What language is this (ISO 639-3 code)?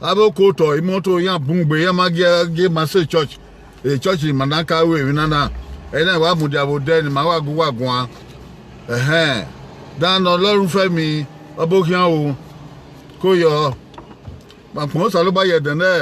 bin